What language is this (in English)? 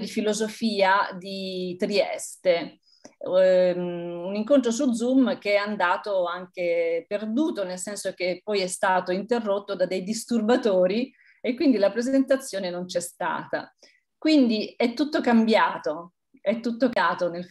Italian